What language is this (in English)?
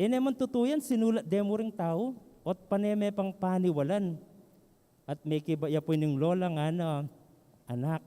Pampanga